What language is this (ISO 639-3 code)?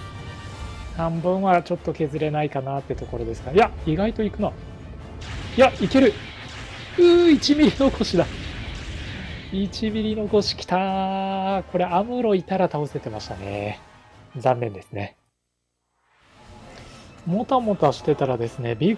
jpn